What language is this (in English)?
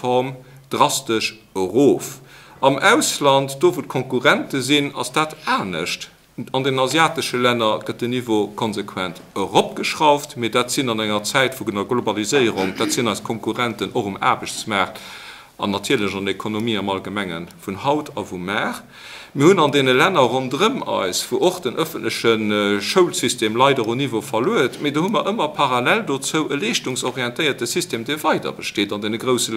Luxembourgish